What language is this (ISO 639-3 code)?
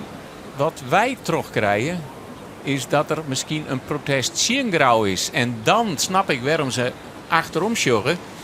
fry